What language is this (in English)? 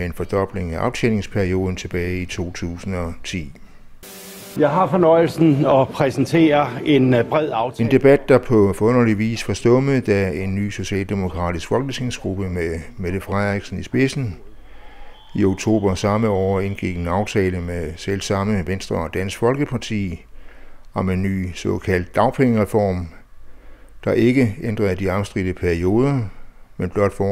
Danish